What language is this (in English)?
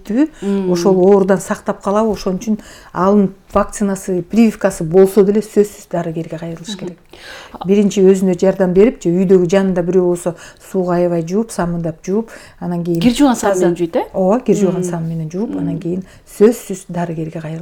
Kyrgyz